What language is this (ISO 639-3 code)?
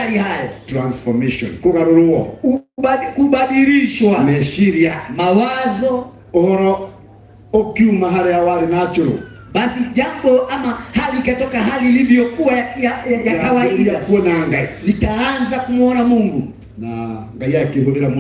kik